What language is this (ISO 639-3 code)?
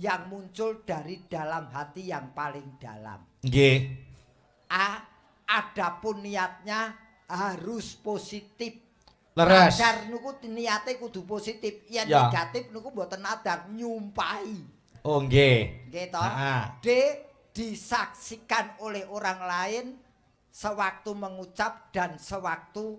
jav